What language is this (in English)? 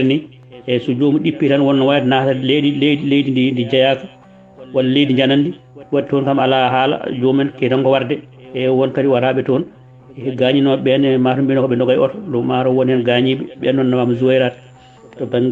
Fula